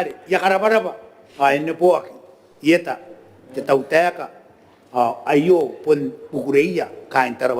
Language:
Gilbertese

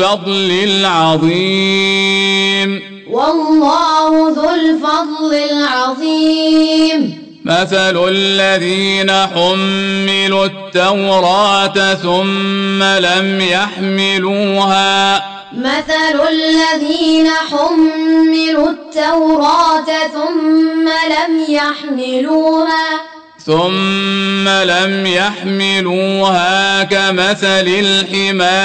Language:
Arabic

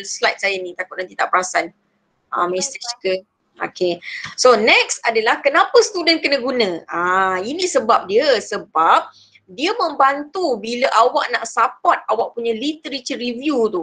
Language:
Malay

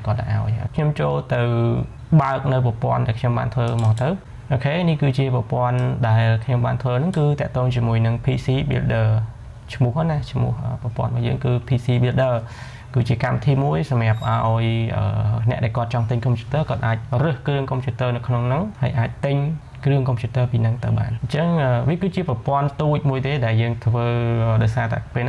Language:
Khmer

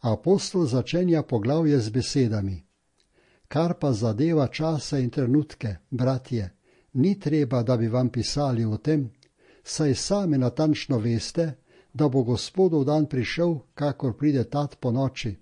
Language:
Slovenian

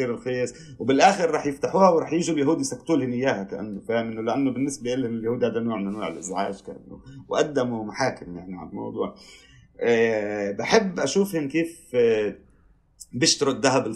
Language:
North Levantine Arabic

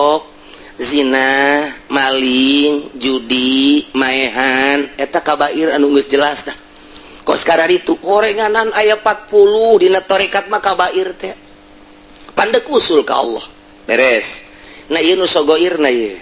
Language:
Sundanese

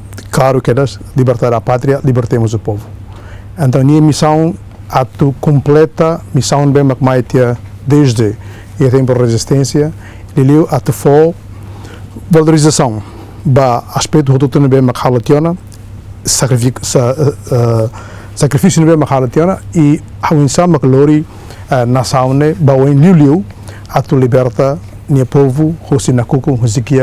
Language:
Tetum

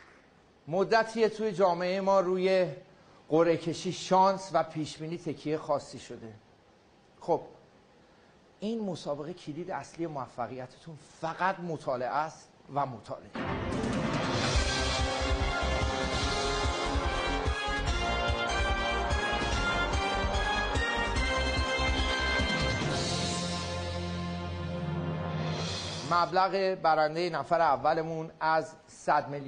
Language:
Persian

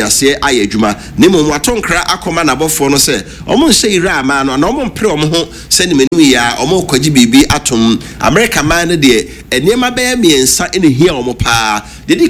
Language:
Akan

